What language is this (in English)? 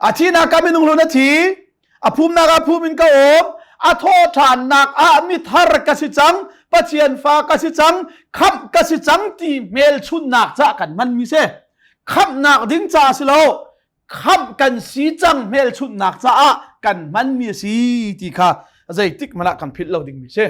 Hakha Chin